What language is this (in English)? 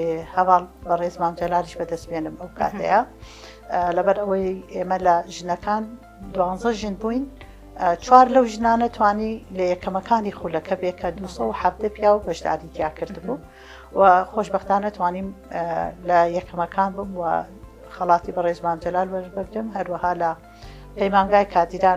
Central Kurdish